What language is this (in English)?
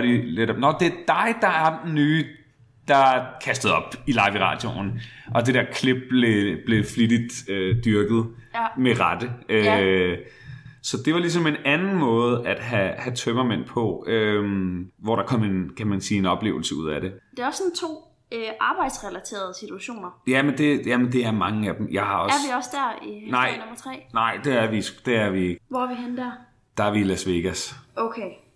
Danish